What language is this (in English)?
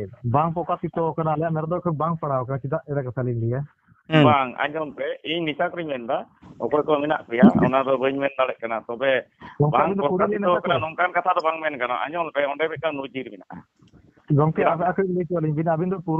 Santali